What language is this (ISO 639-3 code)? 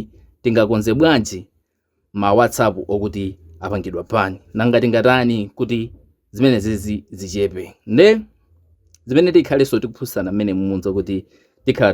nya